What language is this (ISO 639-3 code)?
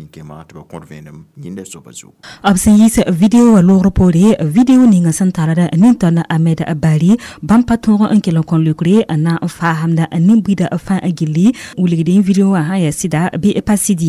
mos